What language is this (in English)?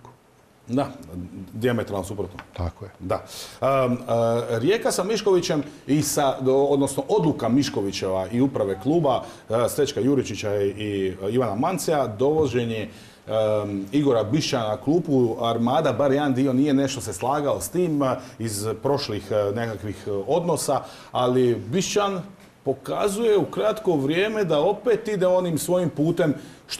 Croatian